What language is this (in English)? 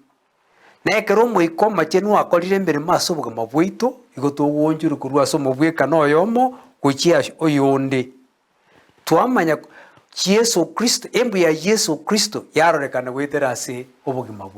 Gusii